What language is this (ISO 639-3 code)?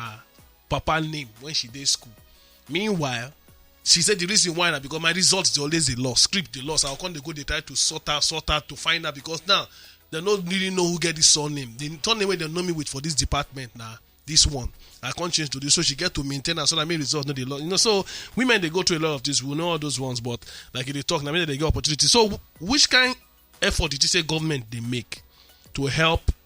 pcm